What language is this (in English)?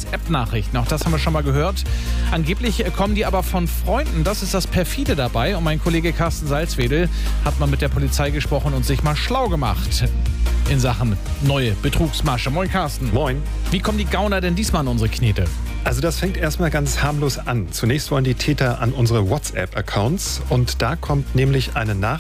German